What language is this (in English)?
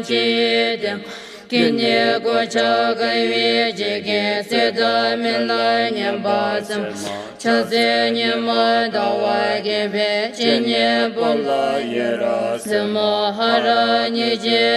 Classical Tibetan